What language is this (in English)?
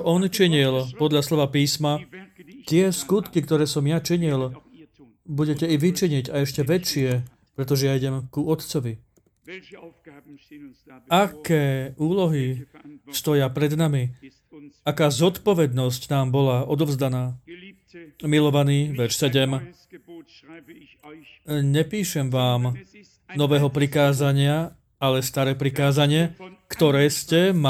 Slovak